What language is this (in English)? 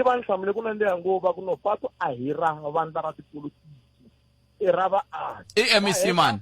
Tsonga